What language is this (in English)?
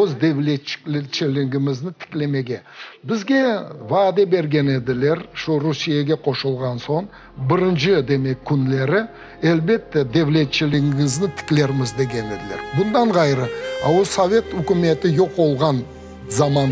Crimean Tatar